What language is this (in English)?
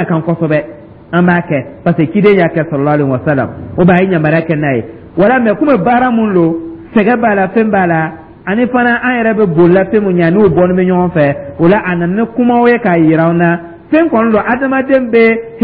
Dyula